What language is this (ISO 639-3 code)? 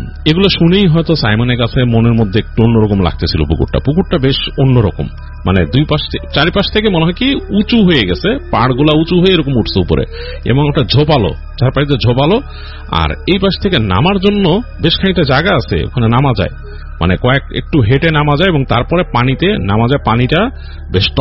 ben